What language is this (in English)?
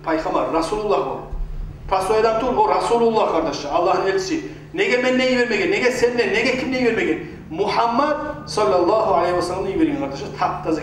Kumyk